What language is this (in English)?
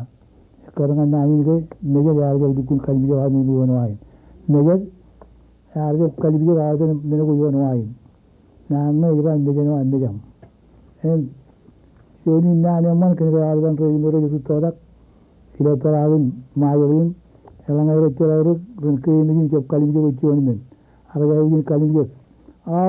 Marshallese